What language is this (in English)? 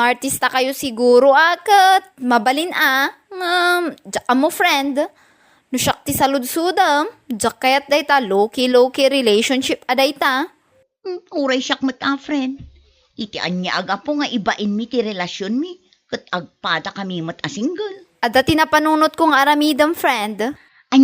Iloko